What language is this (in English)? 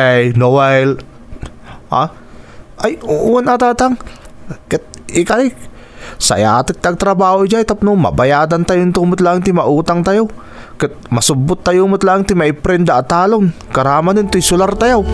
Iloko